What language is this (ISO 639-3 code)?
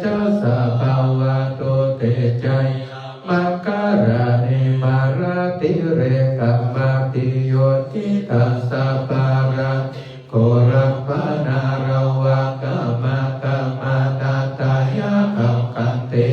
pli